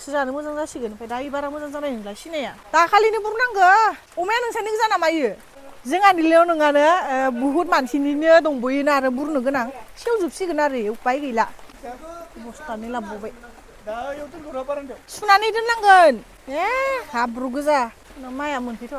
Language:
Bodo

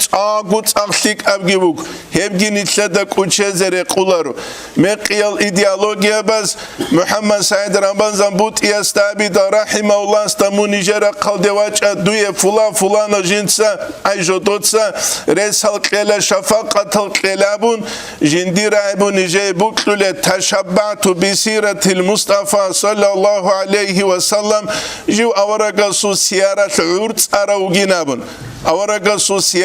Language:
Avaric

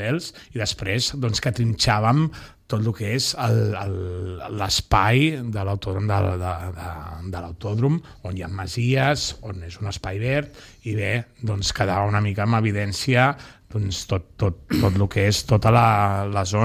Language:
Catalan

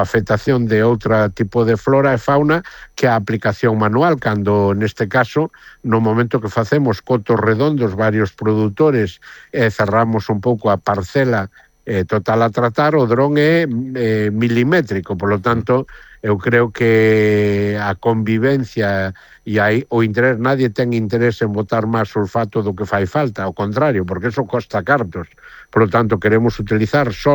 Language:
Galician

